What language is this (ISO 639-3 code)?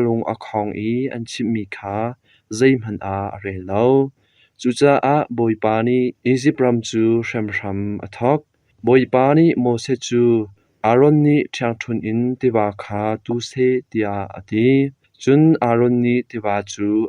cnh